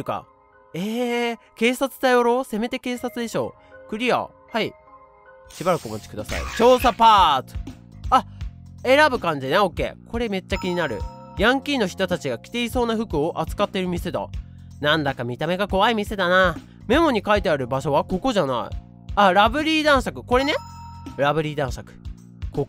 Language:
Japanese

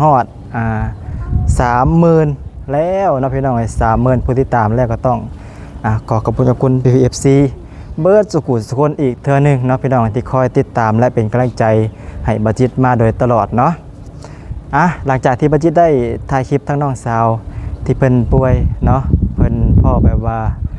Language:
Lao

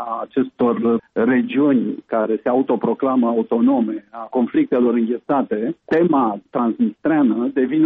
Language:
Romanian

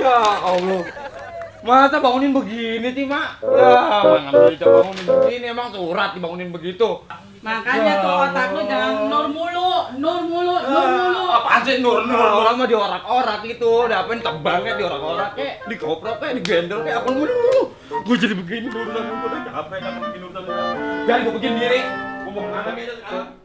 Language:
Betawi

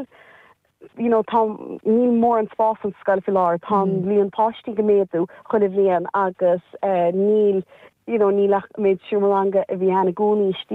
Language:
Irish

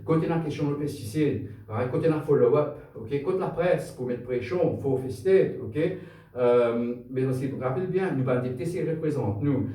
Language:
Morisyen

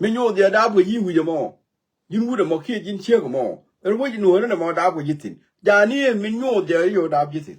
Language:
Nuer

